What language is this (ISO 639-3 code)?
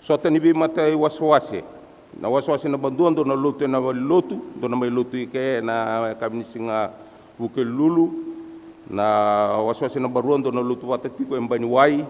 fij